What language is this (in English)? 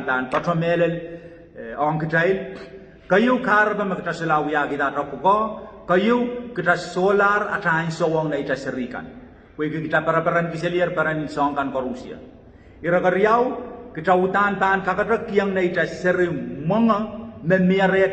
Pohnpeian